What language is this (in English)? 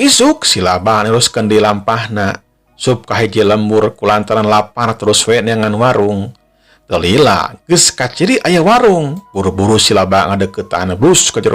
Sundanese